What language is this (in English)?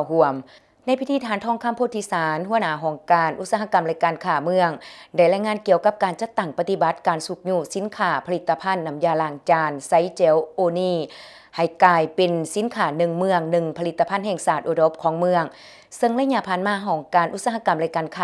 Lao